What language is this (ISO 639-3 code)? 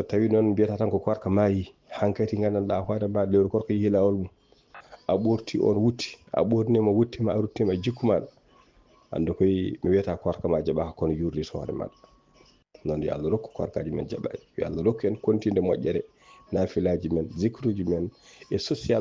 ful